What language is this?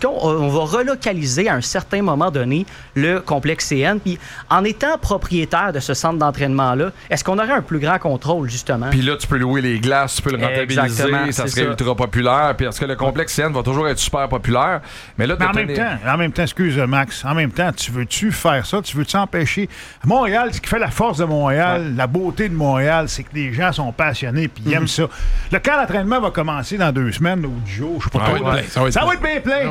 French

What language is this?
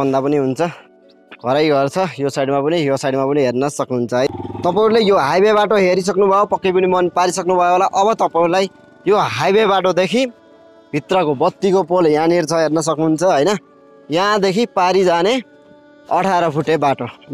Nepali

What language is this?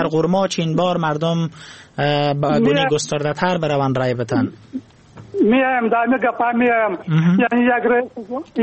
Persian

